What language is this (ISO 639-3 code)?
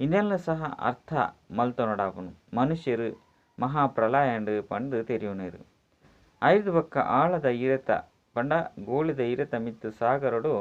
tcy